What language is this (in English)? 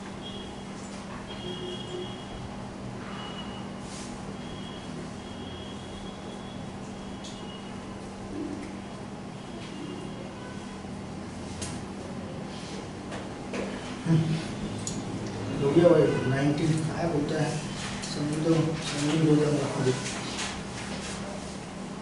Marathi